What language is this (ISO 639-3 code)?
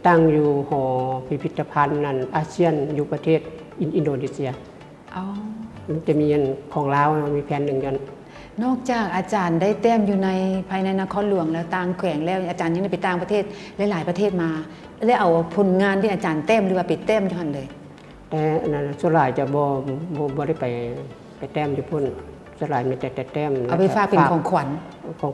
lao